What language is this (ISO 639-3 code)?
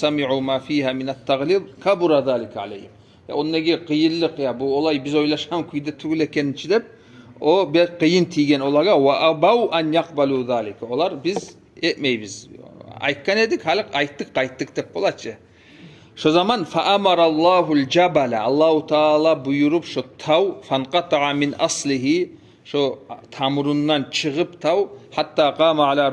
kum